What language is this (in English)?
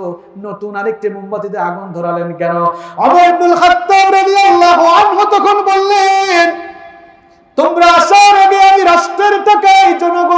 Bangla